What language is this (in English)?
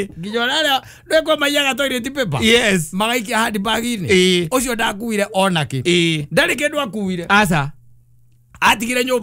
Kikuyu